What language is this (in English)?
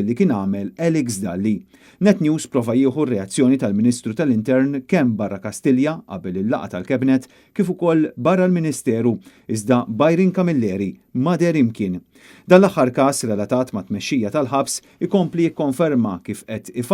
Maltese